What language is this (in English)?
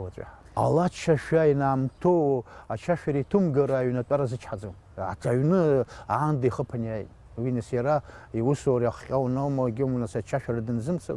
Abkhazian